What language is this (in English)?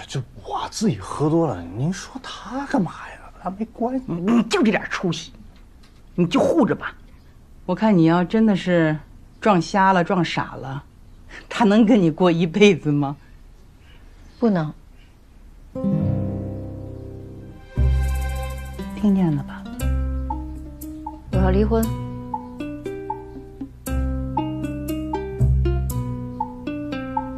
Chinese